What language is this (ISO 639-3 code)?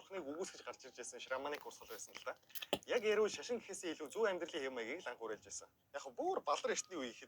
mon